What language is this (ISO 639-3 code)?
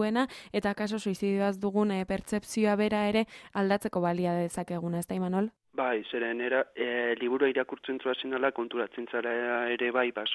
eus